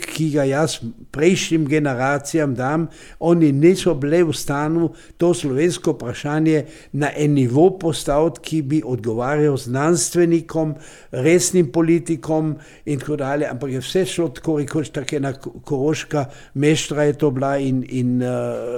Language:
Slovenian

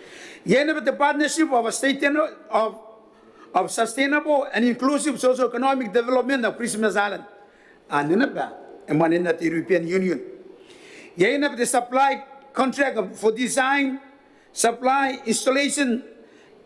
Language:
Gilbertese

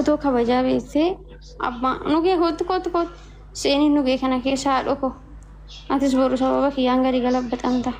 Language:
Oromo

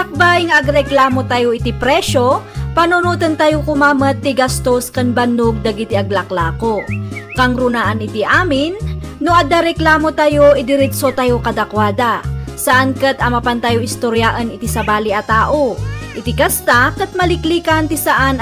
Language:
Iloko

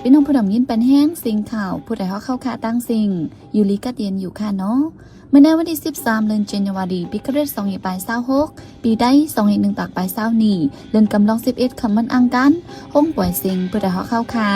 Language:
Shan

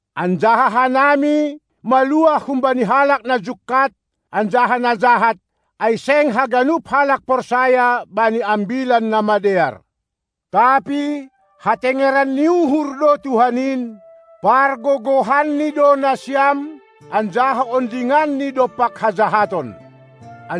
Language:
Batak Simalungun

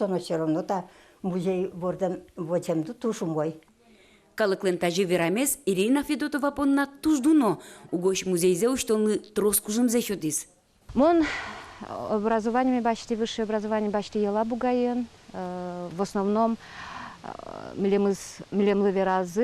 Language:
Udmurt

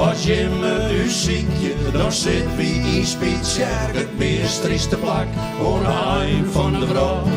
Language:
Western Frisian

